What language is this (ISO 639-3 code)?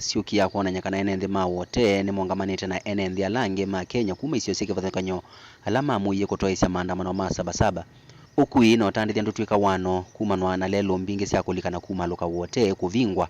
kam